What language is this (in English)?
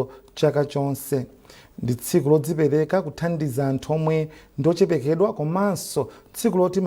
Nyanja